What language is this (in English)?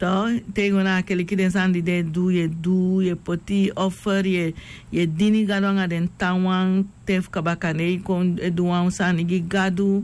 Sranan Tongo